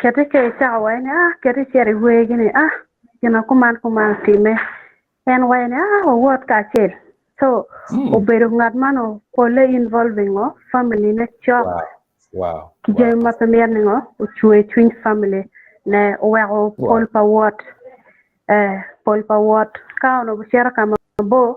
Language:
Acoli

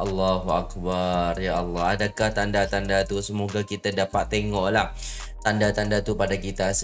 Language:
Malay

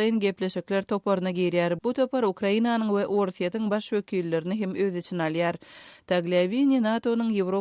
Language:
Turkmen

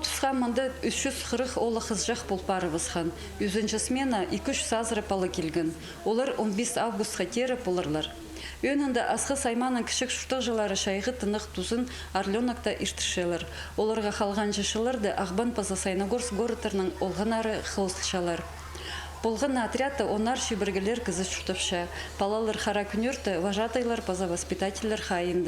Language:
Khakas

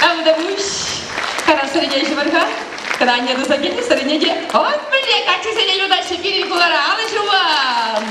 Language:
Chuvash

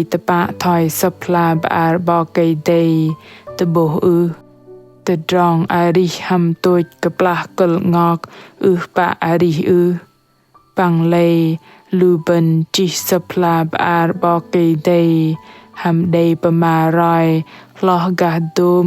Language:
Bahnar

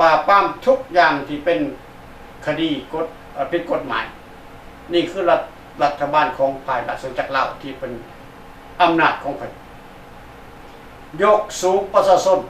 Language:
Lao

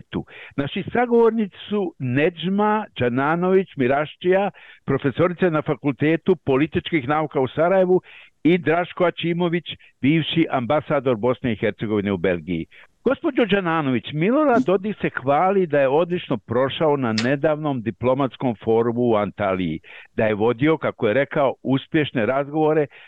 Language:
Bosnian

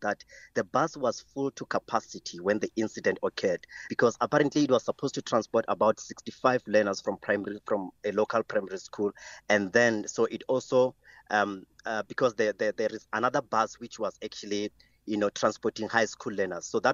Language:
English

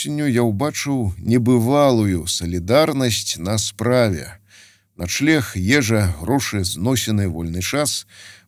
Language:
Belarusian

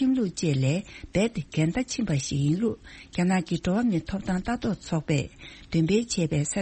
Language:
Tibetan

